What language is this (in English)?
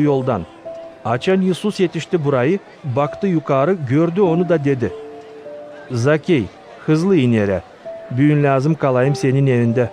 Gagauz